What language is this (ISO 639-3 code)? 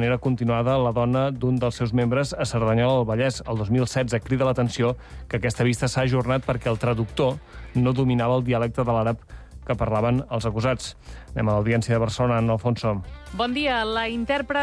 cat